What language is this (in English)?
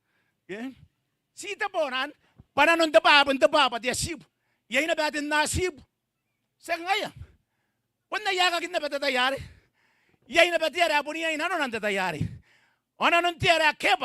Gilbertese